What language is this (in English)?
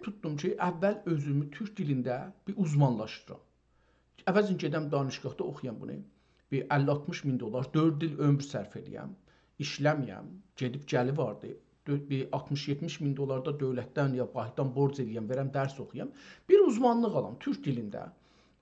South Azerbaijani